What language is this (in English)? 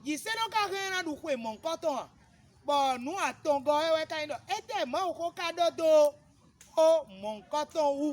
Fon